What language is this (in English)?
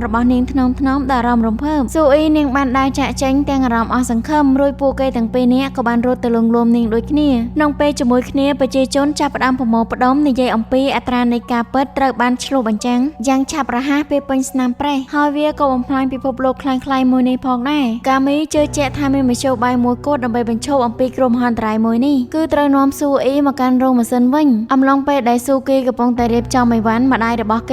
Khmer